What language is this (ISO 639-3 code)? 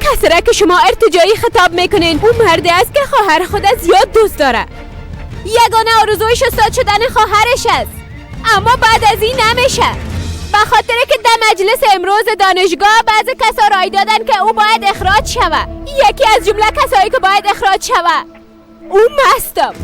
fas